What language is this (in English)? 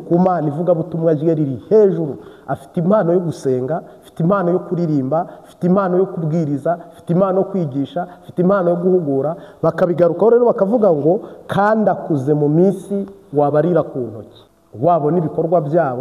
Kinyarwanda